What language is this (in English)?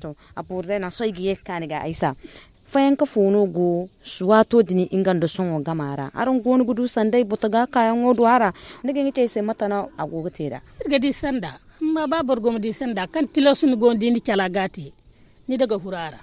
Zarma